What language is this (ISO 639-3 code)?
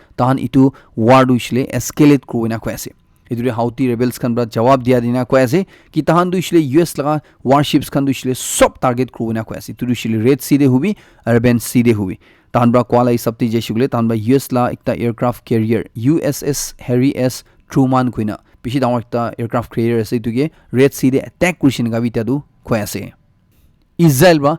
nag